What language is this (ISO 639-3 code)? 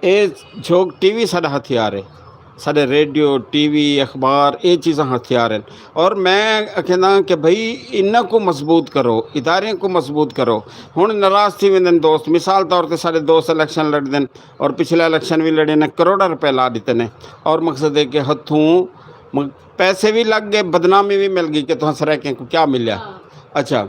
skr